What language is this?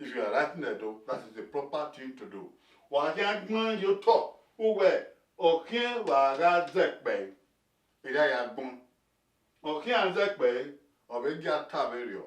Bini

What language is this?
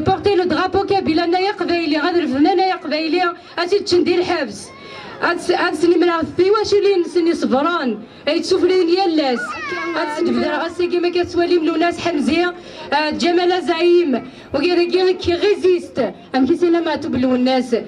Kabyle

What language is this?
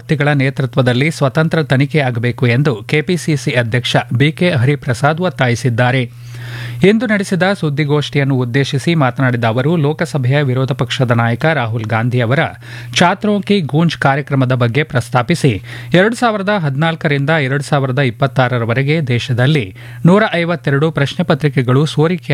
Kannada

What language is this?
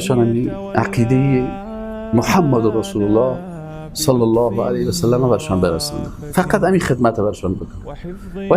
Persian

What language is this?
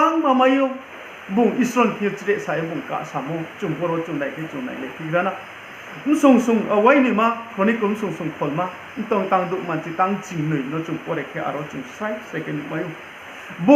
Riang (India)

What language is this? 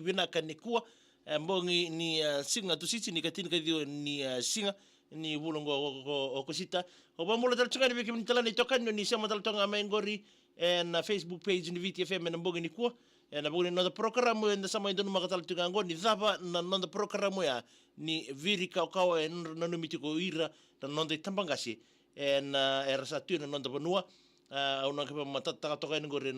Fijian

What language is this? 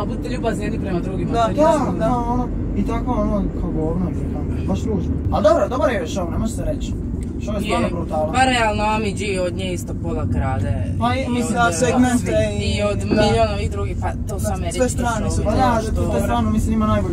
Croatian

